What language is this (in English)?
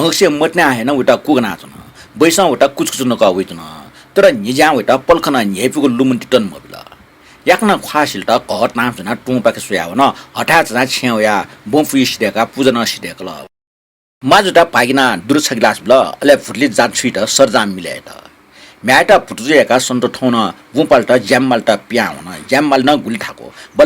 Newari